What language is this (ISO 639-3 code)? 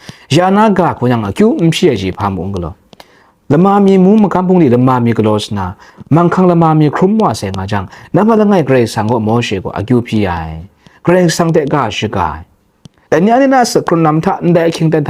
kac